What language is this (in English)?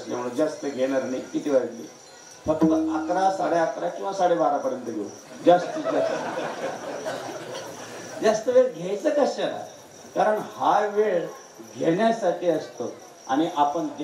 Marathi